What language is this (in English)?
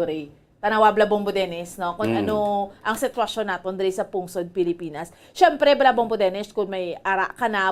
Hiligaynon